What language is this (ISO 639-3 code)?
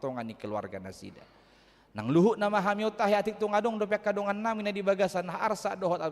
bbc